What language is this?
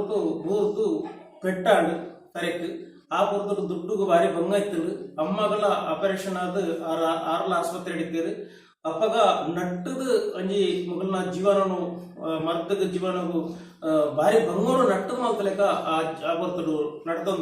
Tulu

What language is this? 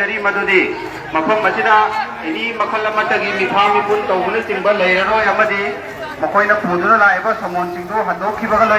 Manipuri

